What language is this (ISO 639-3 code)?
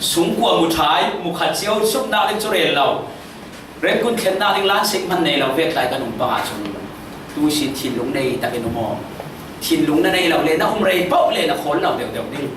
cfm